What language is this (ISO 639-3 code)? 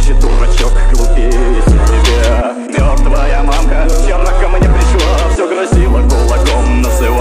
rus